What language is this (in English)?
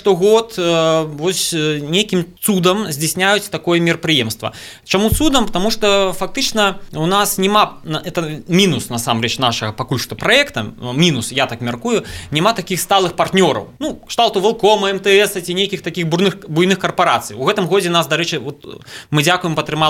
Belarusian